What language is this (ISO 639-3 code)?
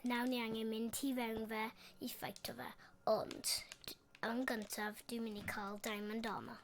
cym